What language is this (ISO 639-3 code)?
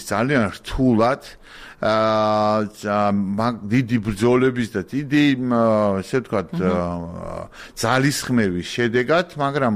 kat